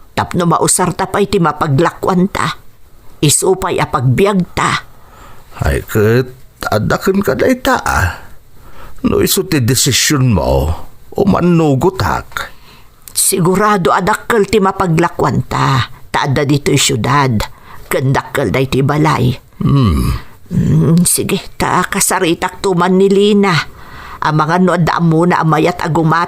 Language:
Iloko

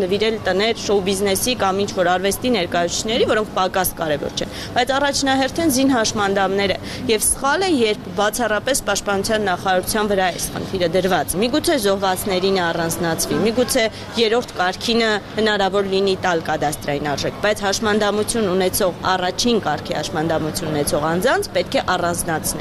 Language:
Armenian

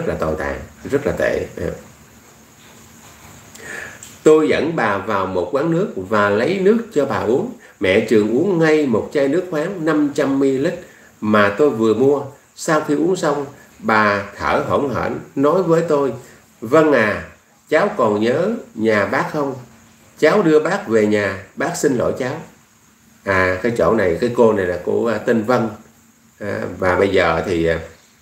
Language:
Vietnamese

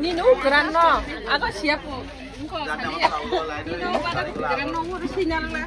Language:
Kok Borok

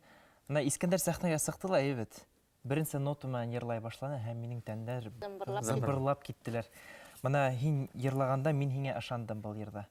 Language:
Bashkir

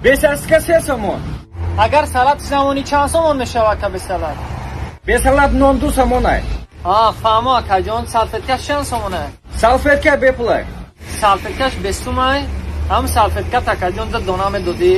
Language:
Tajik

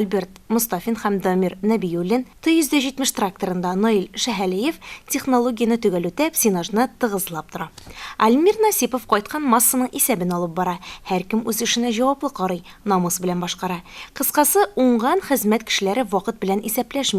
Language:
Tatar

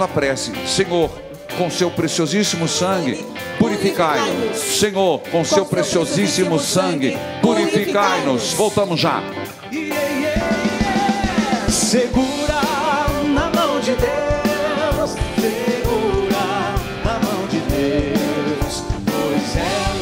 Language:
Portuguese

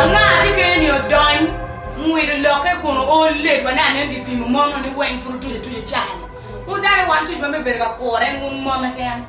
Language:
Acoli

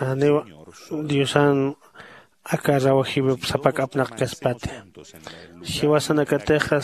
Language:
Aymara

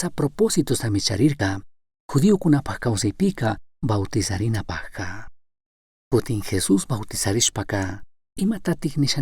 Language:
Chimborazo Highland Quichua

